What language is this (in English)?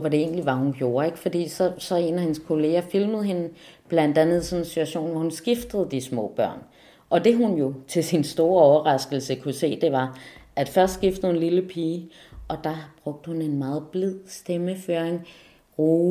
Danish